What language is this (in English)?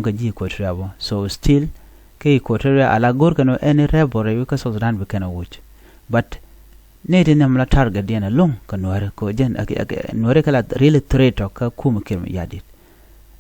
Nuer